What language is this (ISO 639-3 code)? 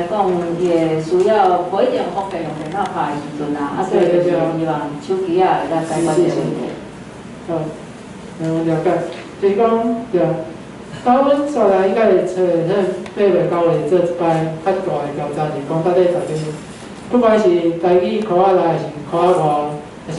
nan